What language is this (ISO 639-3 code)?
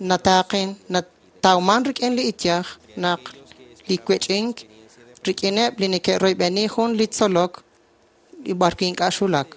kek